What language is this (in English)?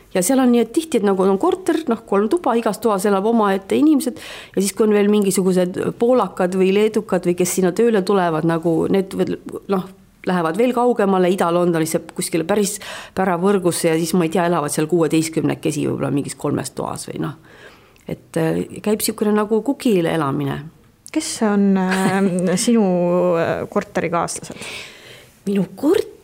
Estonian